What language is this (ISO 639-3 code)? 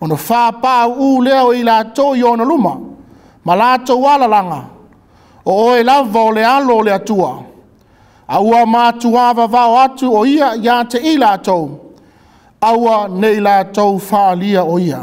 smo